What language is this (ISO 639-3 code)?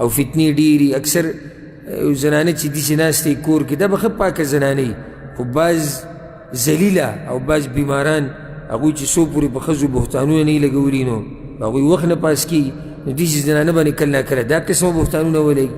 pus